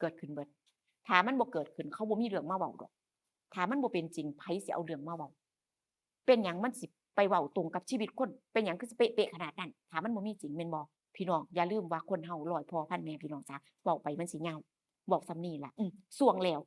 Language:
Northeastern Thai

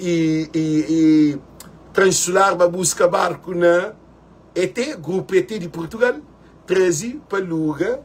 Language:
Kabuverdianu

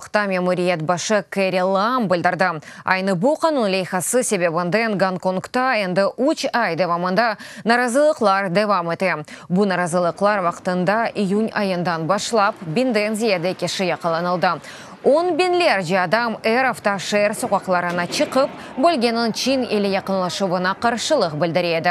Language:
Crimean Tatar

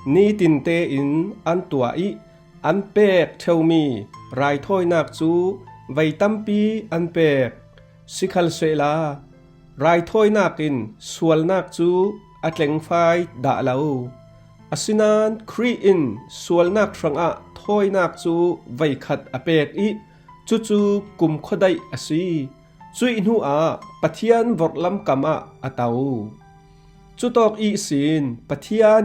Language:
Falam Chin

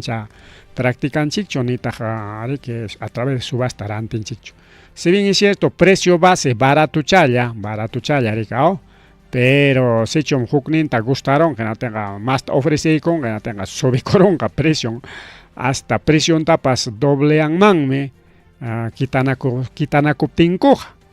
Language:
Ayacucho Quechua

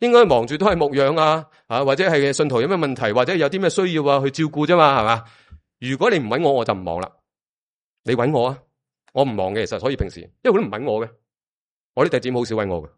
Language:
Cantonese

